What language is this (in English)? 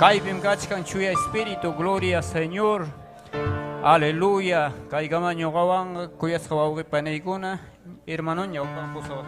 Ayacucho Quechua